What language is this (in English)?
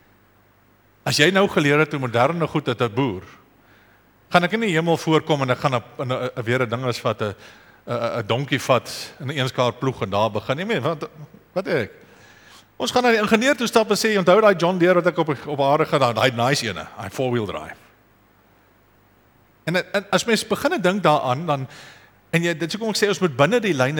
Afrikaans